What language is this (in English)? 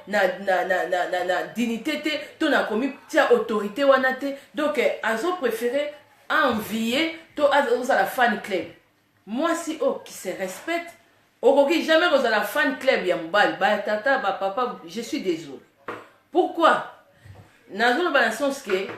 Lingala